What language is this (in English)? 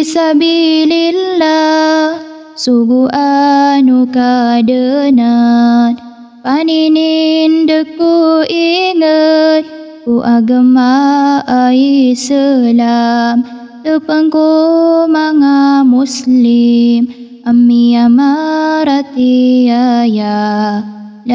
Maranao